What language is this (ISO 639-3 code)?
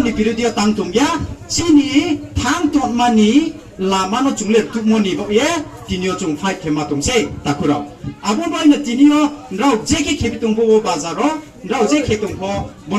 trp